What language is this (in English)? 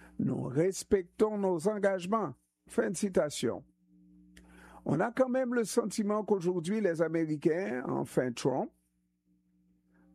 French